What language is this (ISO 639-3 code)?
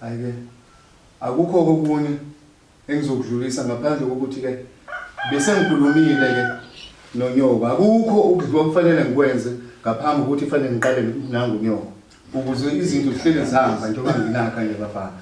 zul